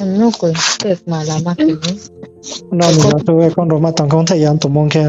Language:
Riang (India)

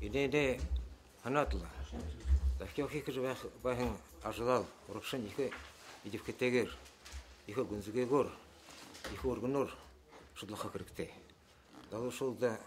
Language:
Buriat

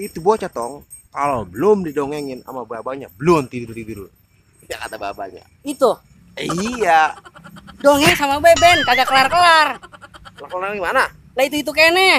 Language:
Betawi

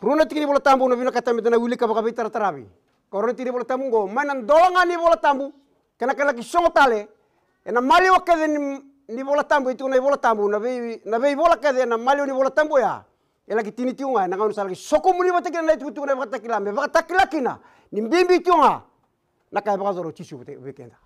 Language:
Fijian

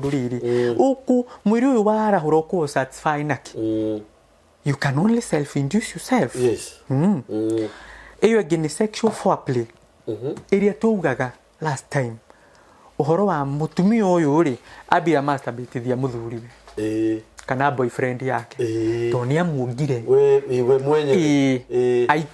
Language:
Kikuyu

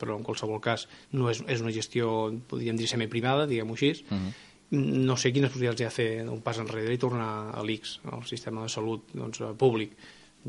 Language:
Catalan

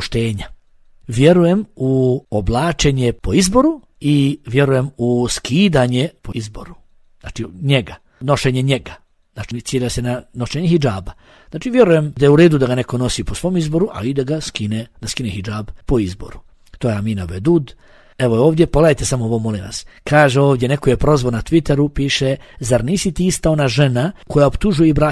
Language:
Bosnian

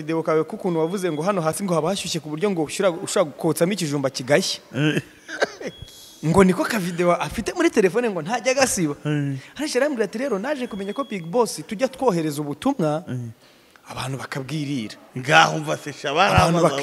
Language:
Kinyarwanda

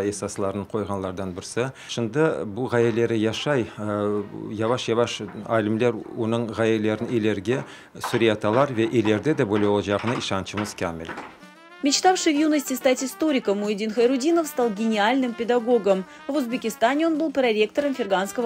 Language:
Crimean Tatar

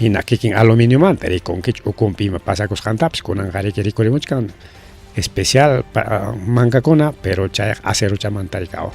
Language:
Ayacucho Quechua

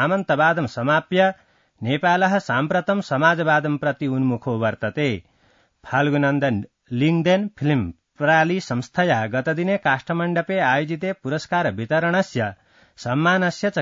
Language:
Sanskrit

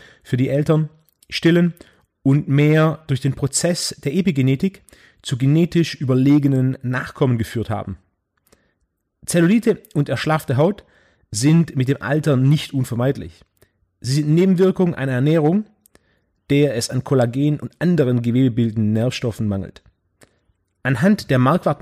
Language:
German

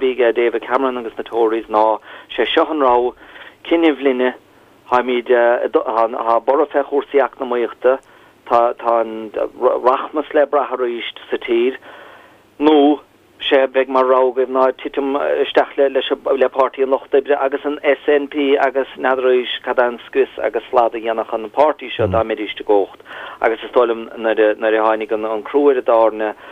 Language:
Irish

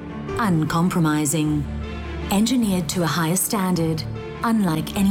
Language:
English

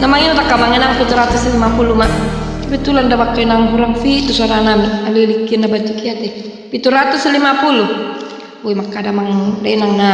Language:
Batak Toba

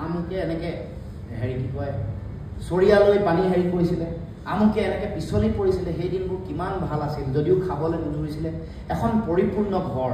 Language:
Assamese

